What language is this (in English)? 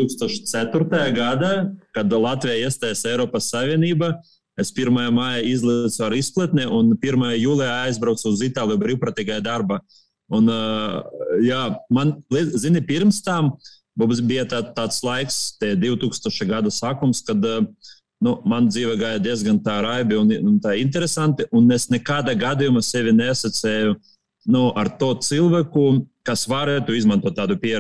Latvian